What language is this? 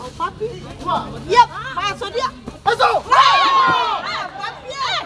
Ambonese Malay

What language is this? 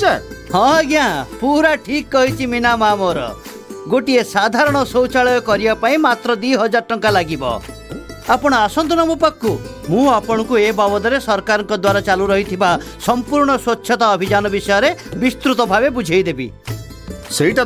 Odia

